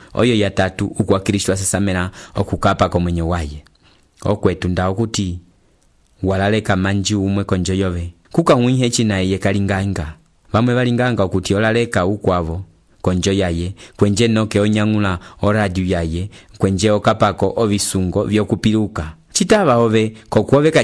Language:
Umbundu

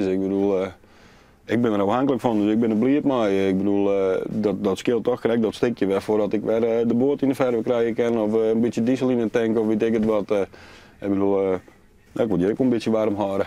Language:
Western Frisian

